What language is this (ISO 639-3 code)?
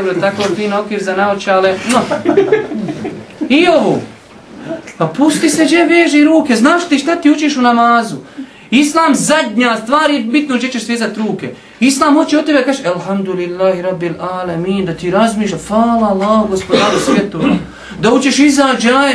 bos